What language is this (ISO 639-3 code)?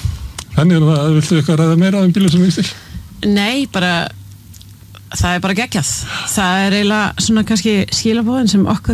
isl